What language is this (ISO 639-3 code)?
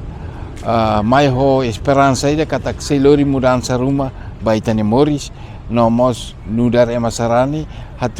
tet